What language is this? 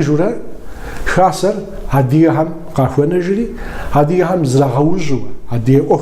Kabardian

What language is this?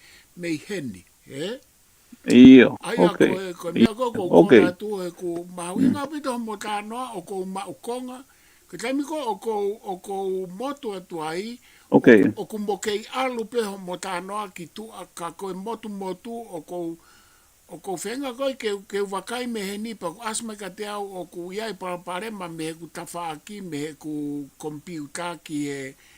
Tongan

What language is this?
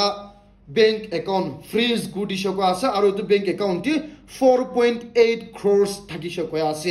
Naga Pidgin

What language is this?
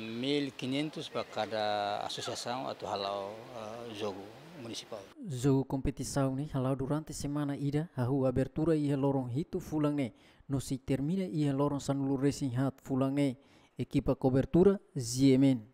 Tetum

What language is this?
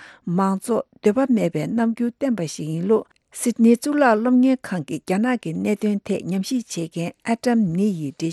Tibetan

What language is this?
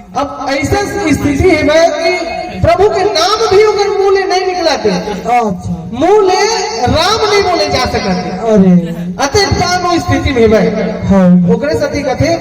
Chhattisgarhi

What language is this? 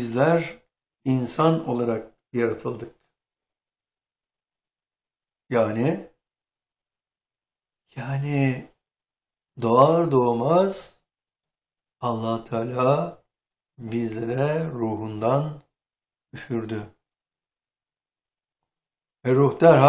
Turkish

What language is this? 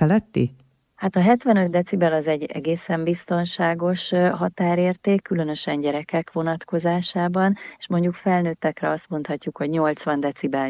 Hungarian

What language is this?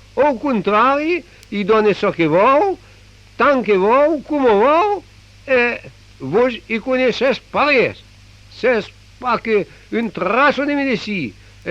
Occitan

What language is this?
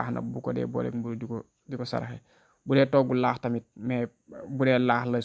Wolof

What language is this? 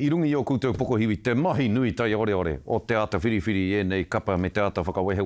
Māori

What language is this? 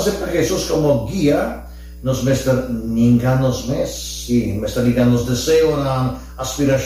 Papiamento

